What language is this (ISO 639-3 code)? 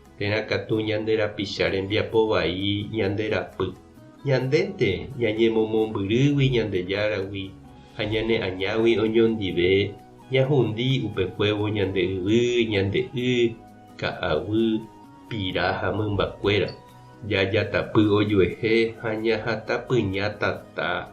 grn